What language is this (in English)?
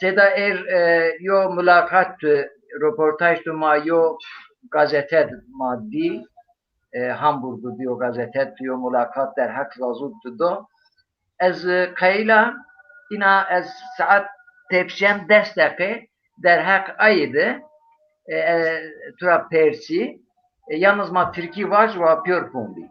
Zaza